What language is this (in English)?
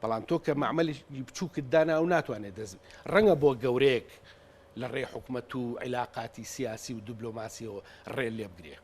Central Kurdish